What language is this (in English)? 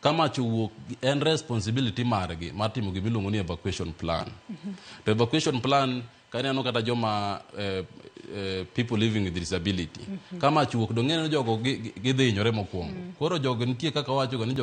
Luo (Kenya and Tanzania)